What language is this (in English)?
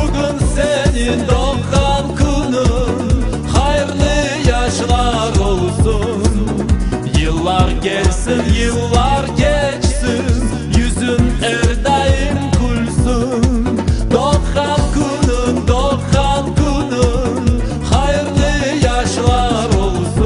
Crimean Tatar